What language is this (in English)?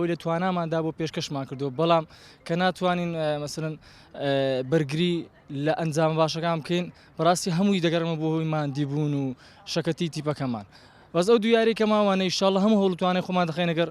Central Kurdish